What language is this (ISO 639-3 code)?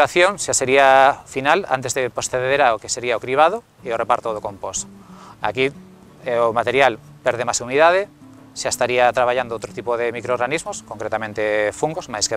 glg